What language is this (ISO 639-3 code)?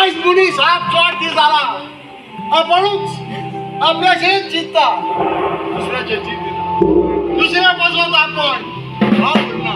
kok